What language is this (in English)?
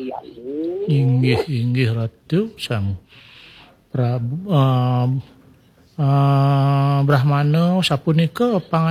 Balinese